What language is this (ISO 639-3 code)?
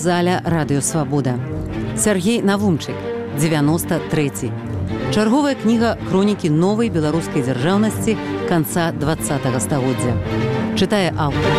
bel